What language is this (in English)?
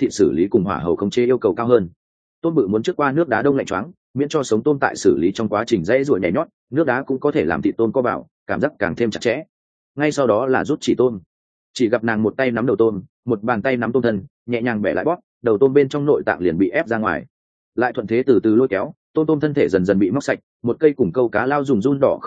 Vietnamese